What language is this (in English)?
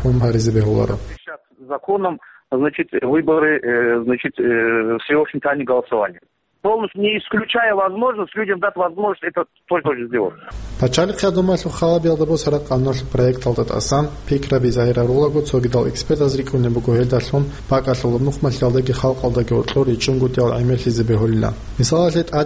Avaric